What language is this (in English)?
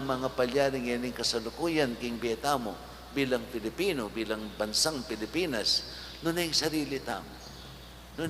Pampanga